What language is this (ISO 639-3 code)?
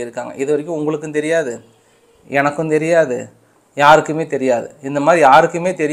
tam